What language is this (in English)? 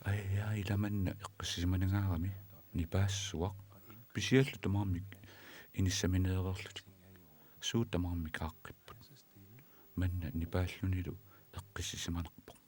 Kalaallisut